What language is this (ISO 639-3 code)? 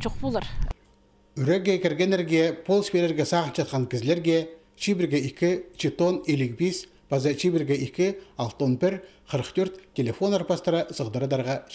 kjh